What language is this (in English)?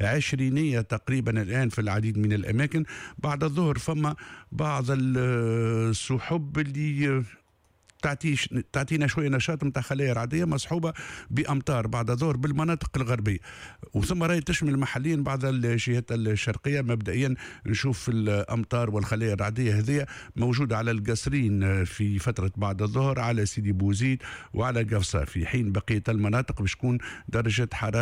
Tunisian Arabic